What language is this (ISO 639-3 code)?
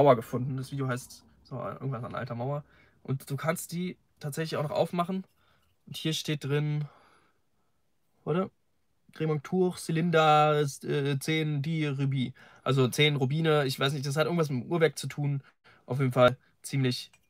deu